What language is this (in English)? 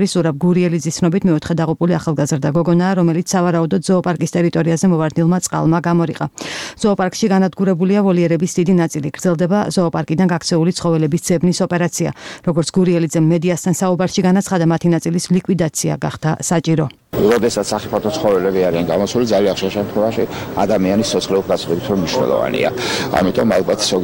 Georgian